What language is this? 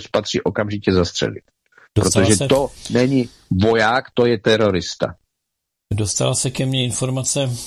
Czech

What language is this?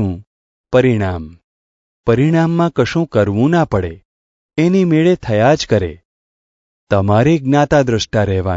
Gujarati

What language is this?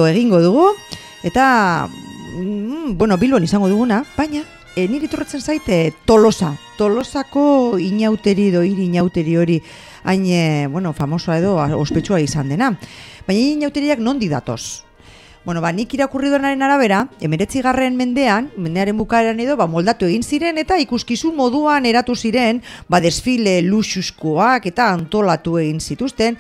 Basque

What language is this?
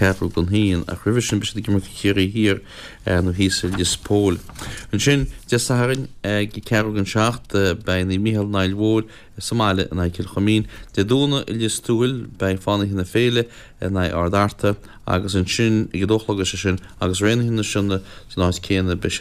Irish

